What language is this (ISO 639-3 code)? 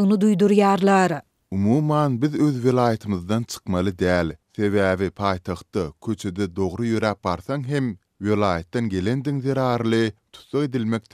tuk